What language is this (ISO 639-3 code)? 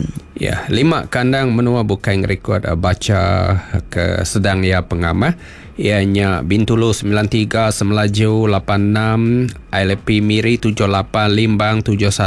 iba